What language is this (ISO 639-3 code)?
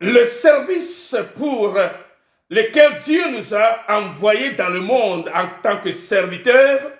ewe